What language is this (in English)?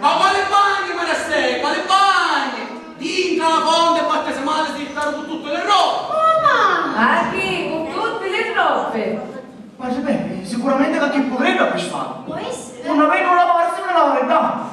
Sicilian